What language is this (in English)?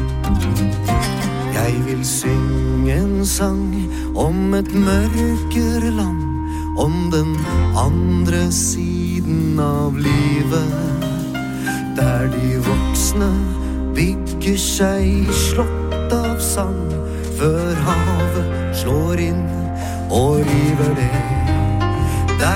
Norwegian